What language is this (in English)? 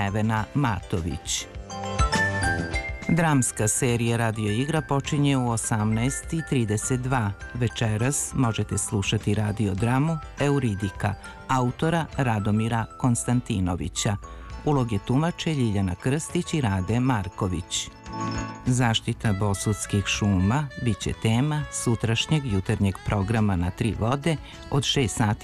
Serbian